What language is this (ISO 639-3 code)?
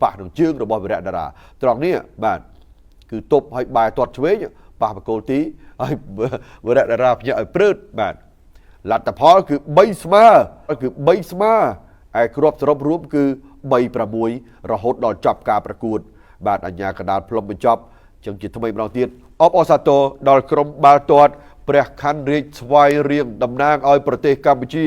khm